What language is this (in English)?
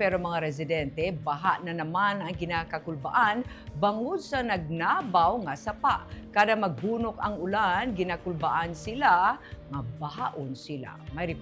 Hiligaynon